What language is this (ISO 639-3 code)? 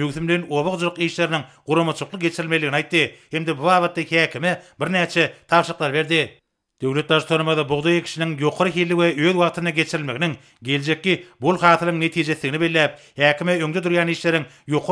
tuk